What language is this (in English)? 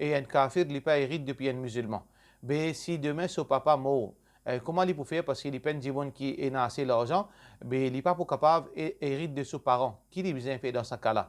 Morisyen